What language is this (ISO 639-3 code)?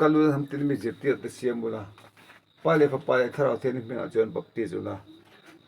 lus